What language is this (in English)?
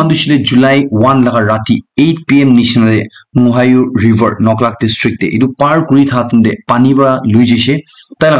Naga Pidgin